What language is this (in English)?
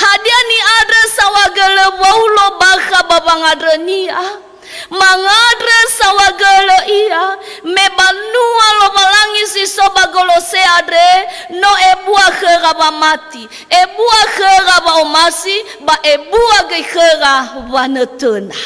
Nias